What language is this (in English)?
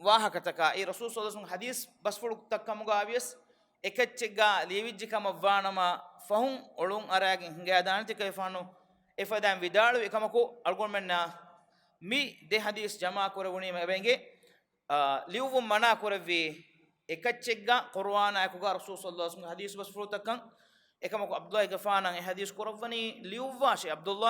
Divehi